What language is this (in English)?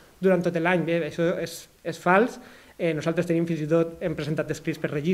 Catalan